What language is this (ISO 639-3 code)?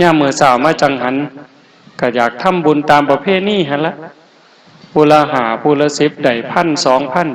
tts